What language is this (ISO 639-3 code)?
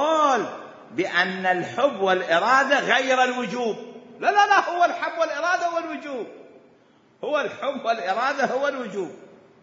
acm